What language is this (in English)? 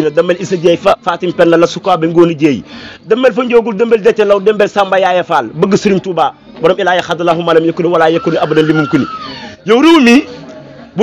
Wolof